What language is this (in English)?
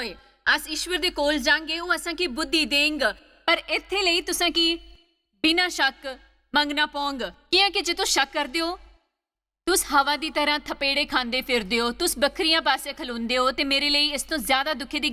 Dogri